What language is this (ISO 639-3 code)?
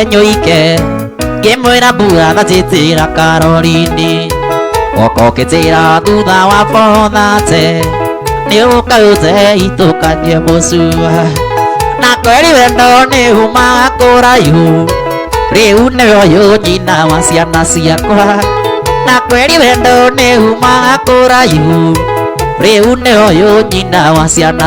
kik